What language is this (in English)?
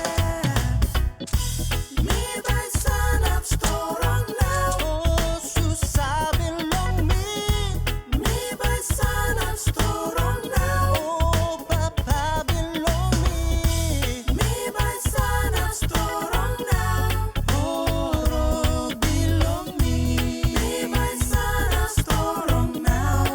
Tok Pisin